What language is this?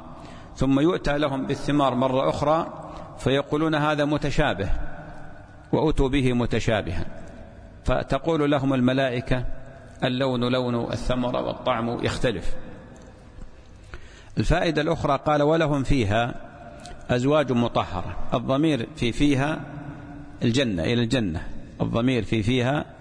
Arabic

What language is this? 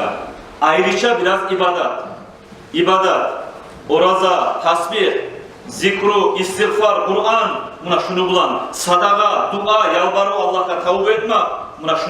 Kumyk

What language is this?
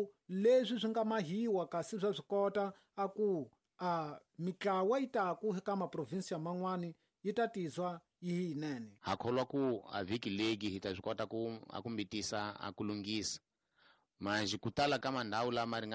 Tsonga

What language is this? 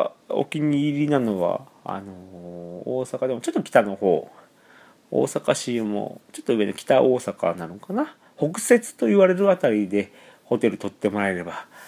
Japanese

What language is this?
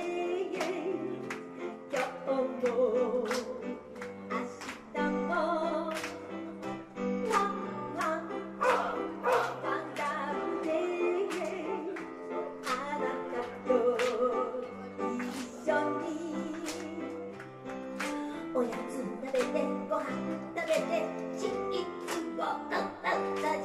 Japanese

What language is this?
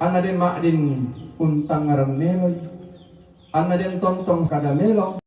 Toraja-Sa'dan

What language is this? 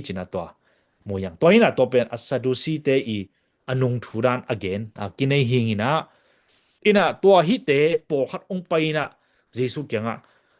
Tedim Chin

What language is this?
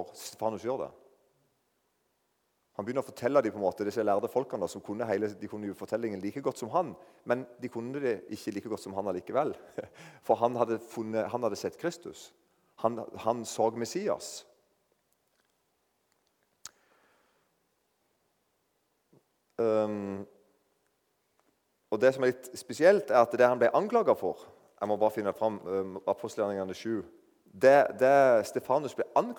Norwegian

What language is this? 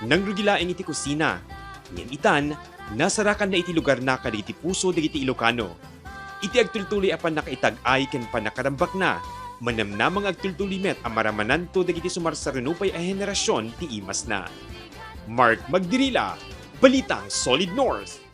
Iloko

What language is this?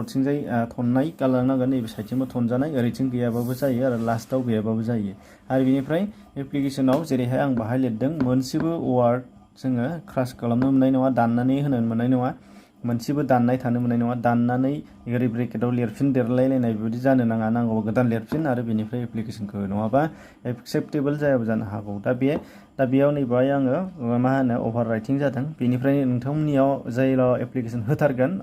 Bodo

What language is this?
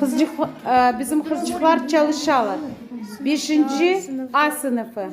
Crimean Tatar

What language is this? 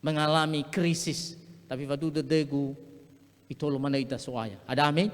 Nias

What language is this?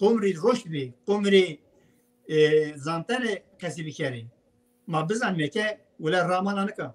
Zaza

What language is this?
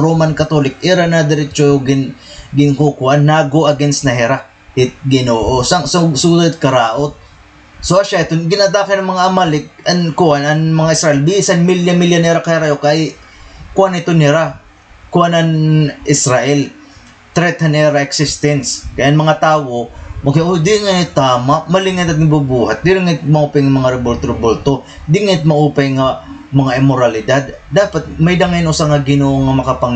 Waray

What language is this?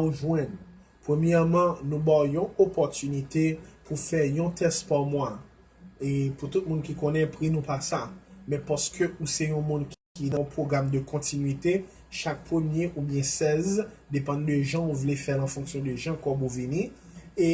Haitian Creole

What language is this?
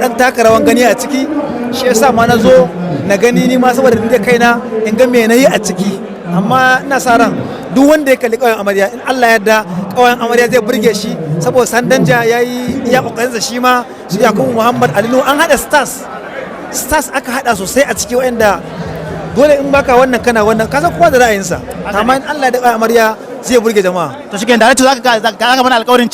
Hausa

